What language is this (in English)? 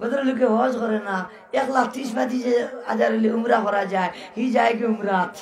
Sylheti